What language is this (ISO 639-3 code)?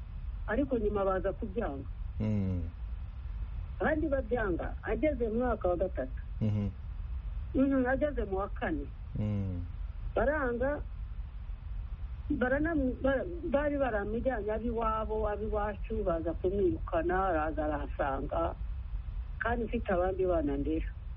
kin